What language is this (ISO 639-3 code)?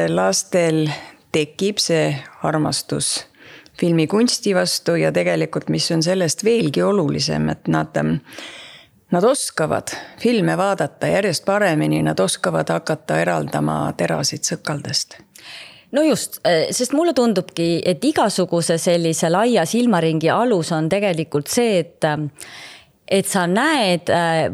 est